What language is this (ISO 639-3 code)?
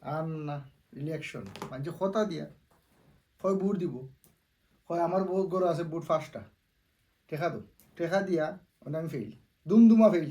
syl